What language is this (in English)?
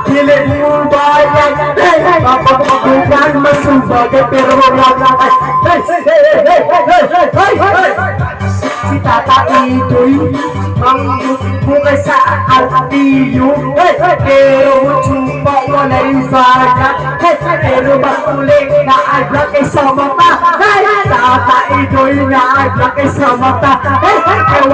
Cebuano